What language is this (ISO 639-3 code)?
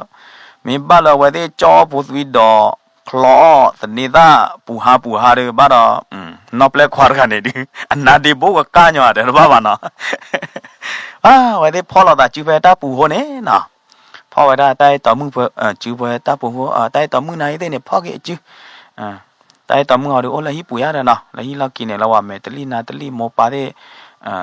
ksw